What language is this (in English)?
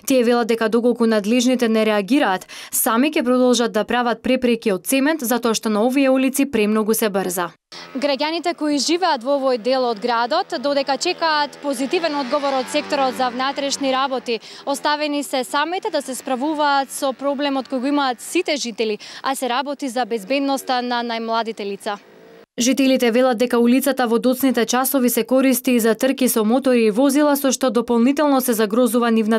Macedonian